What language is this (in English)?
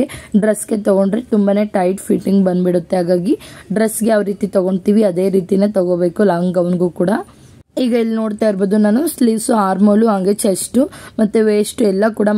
Kannada